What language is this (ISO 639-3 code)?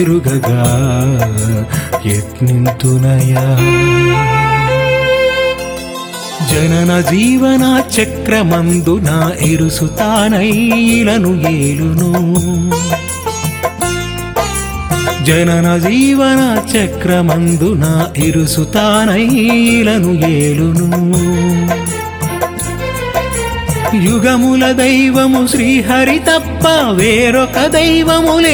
tel